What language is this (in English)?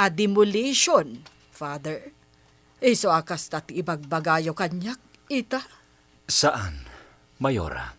Iloko